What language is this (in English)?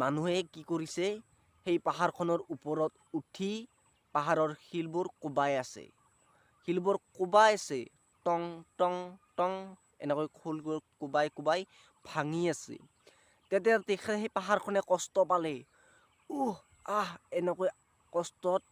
Assamese